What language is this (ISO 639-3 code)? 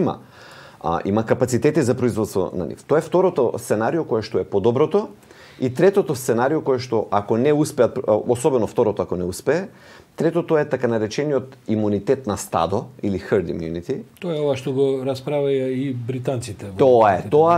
mkd